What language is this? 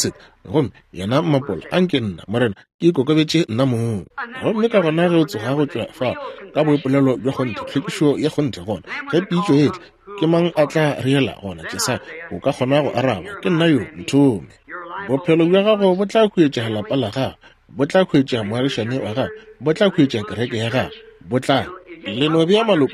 Northern Sotho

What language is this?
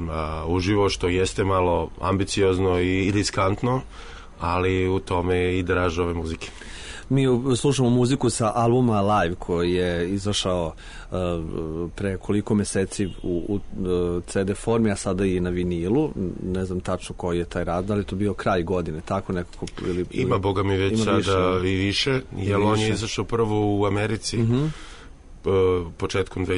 Serbian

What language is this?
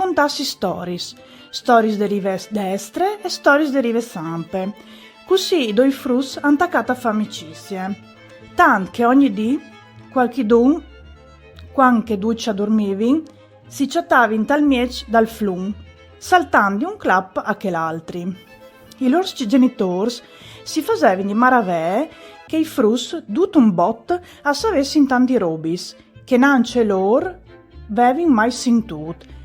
Friulian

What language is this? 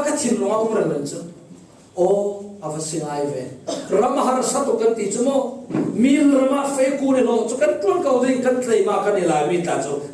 Falam Chin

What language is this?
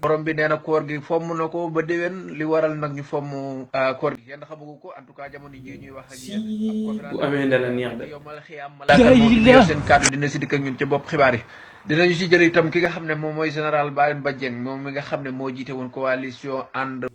Wolof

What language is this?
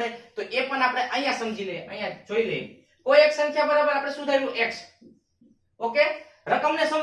Gujarati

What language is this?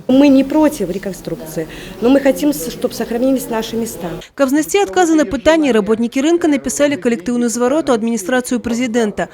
Belarusian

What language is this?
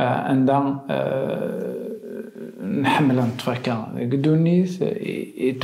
Kabyle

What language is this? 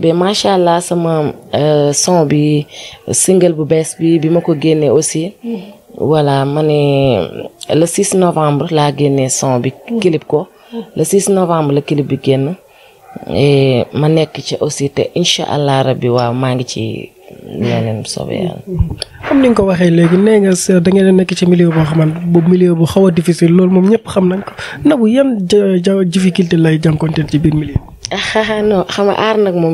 Wolof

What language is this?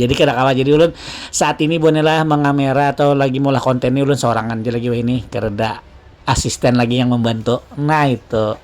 Banjar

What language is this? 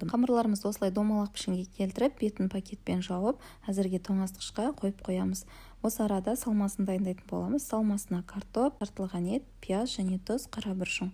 Kazakh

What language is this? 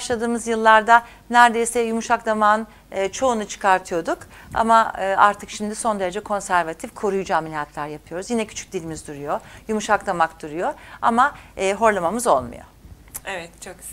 Turkish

